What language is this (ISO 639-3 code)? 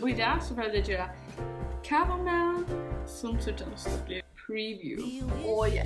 fao